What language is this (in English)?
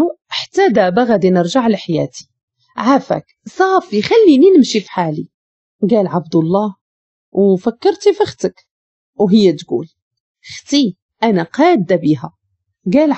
Moroccan Arabic